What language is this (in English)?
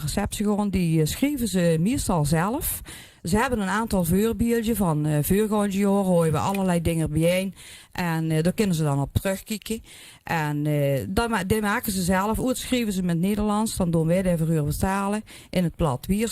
Limburgish